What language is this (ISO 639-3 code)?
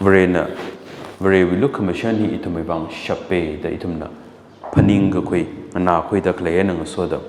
nmf